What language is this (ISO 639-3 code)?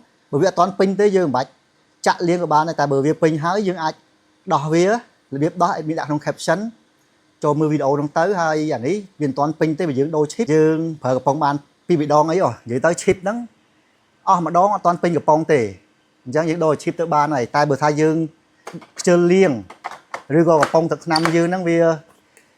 khm